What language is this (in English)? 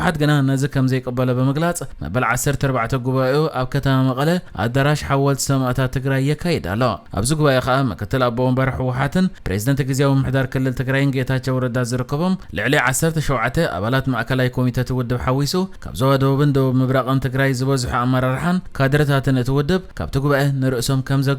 Tigrinya